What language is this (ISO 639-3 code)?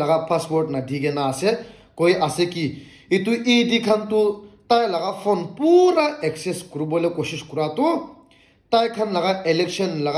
nag